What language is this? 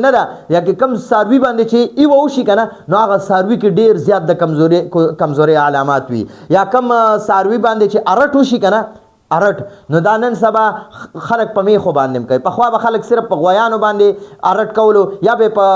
Pashto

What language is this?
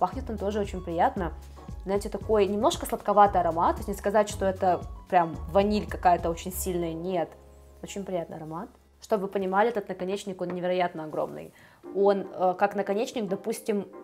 Russian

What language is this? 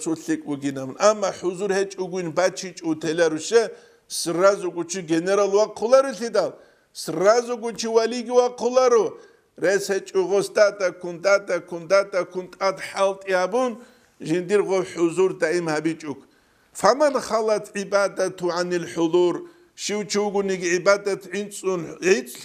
Avaric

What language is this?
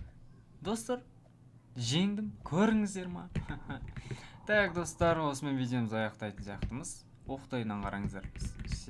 Kazakh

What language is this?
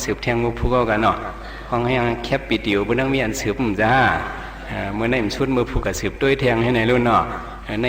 Shan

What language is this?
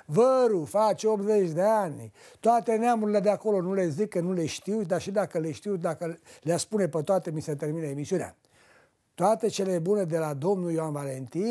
Romanian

